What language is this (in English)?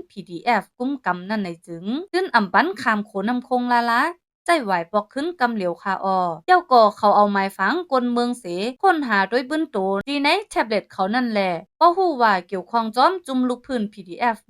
Shan